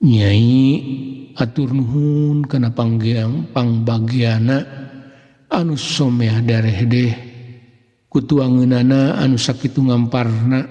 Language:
Sundanese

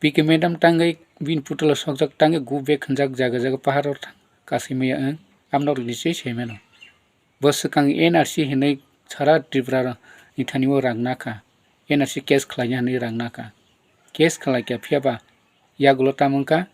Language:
Kok Borok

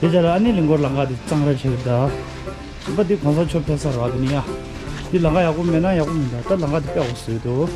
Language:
Tibetan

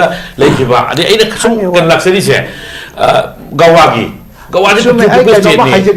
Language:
Manipuri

